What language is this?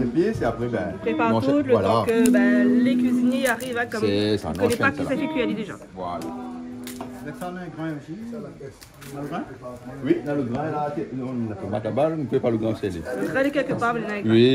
Réunion Creole French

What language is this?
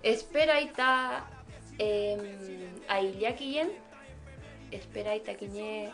Mapuche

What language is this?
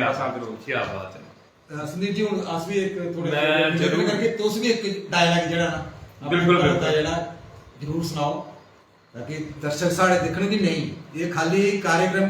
Dogri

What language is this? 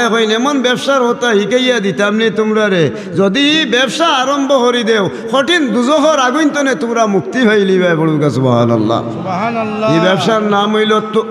Sylheti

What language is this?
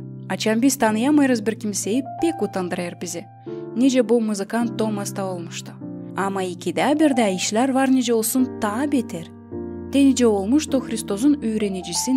Gagauz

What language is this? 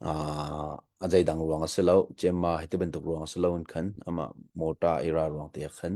Hakha Chin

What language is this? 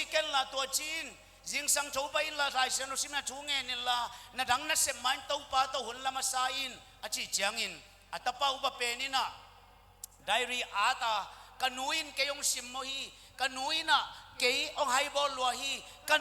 Tedim Chin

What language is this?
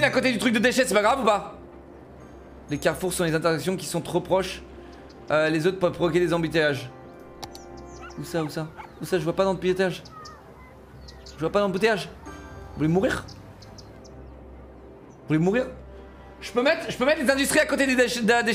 French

